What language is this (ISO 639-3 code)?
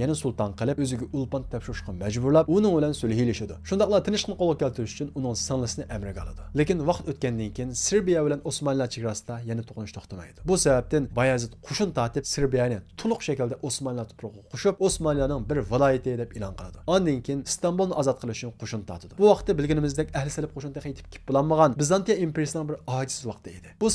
uig